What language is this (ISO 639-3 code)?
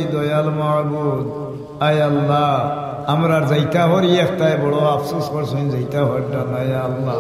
syl